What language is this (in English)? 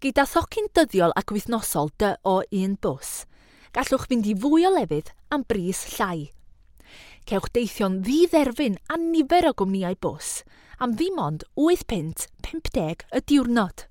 Welsh